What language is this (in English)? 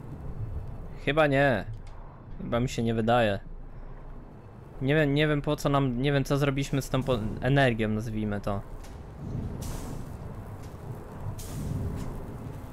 Polish